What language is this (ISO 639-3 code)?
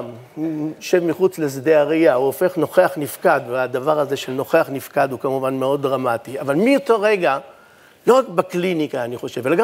heb